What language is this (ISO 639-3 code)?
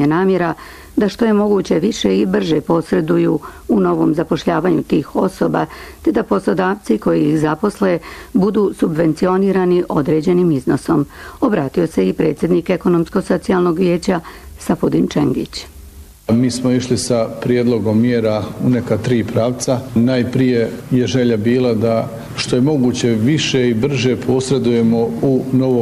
bos